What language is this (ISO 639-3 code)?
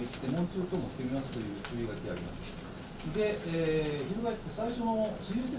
jpn